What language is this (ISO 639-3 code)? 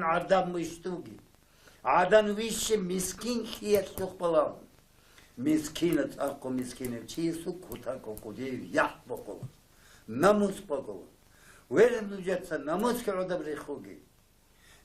ava